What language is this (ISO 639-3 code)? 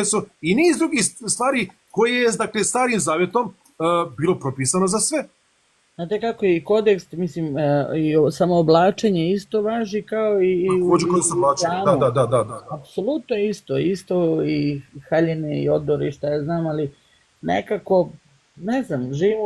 bos